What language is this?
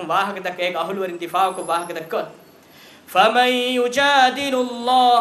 Divehi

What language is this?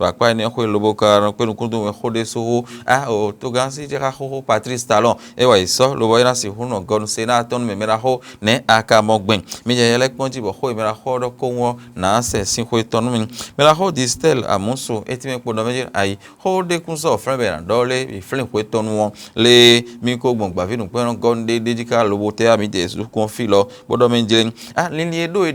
Fon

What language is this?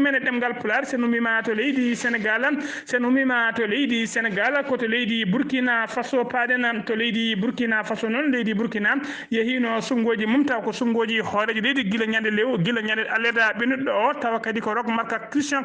Fula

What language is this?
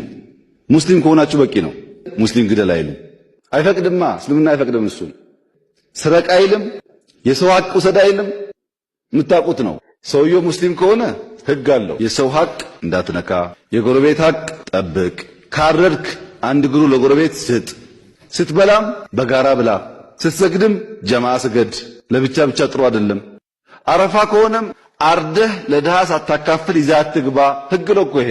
Amharic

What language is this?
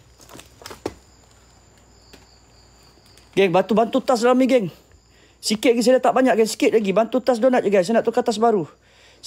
Malay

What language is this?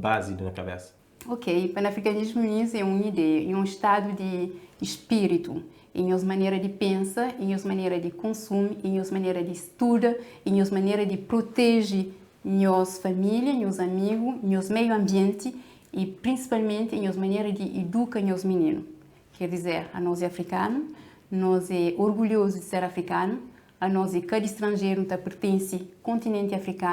Kabuverdianu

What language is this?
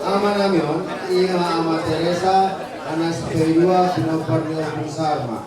Batak Toba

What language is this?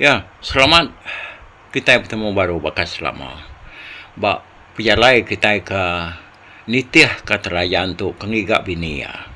Iban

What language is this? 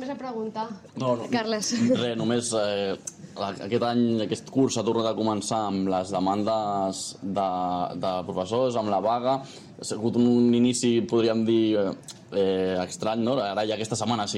Catalan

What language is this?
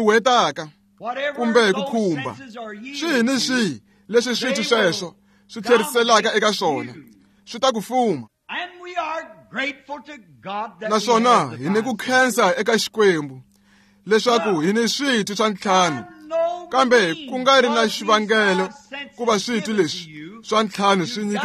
Tsonga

